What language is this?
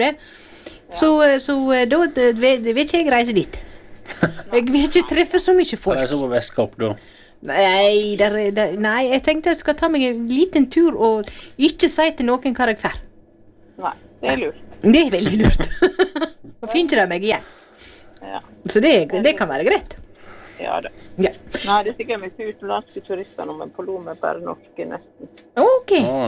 Norwegian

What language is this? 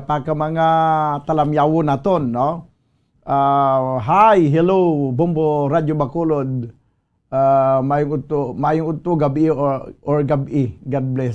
Hiligaynon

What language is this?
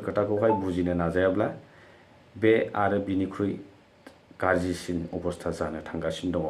Bodo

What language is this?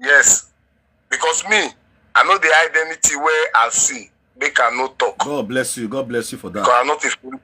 Nigerian Pidgin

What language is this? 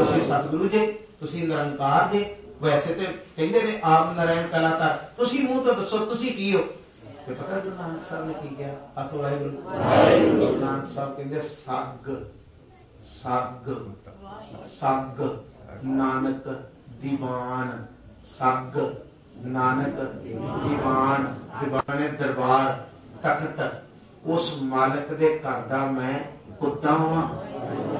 Punjabi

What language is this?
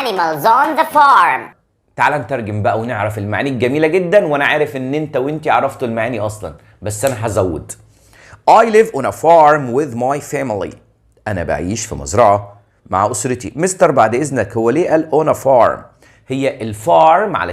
Egyptian Arabic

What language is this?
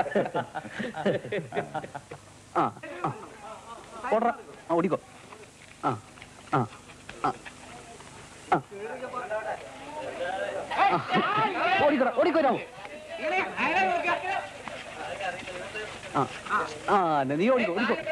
Malayalam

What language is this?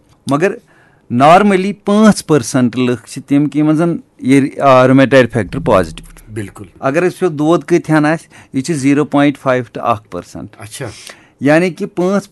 Kashmiri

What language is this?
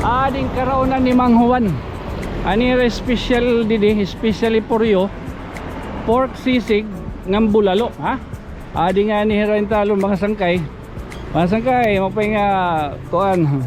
Waray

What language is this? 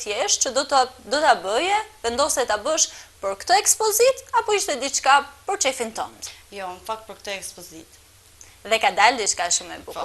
Albanian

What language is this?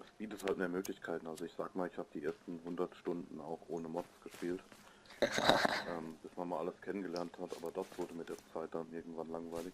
Bavarian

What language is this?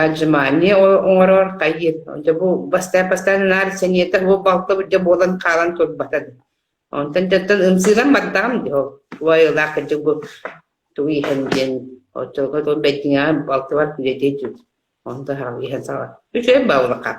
Yakut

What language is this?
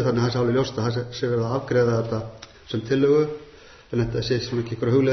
Icelandic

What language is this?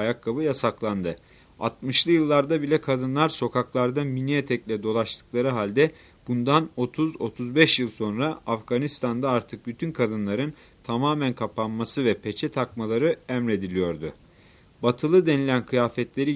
Turkish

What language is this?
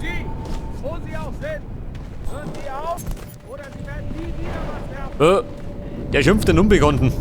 Bavarian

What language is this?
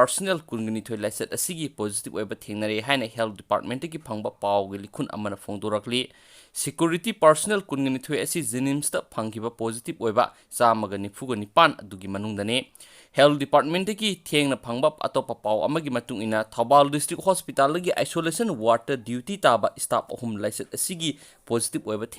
Manipuri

